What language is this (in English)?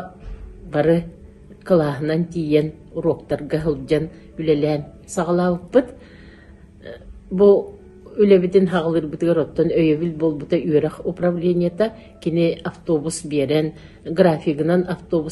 Yakut